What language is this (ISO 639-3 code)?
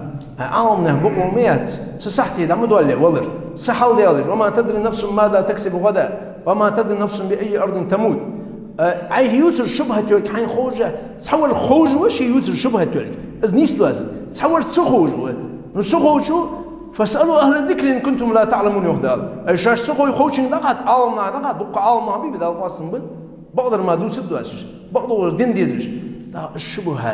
inh